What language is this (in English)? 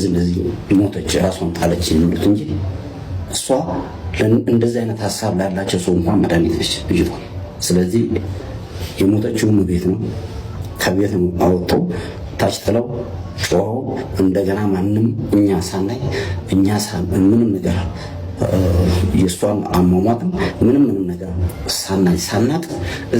Amharic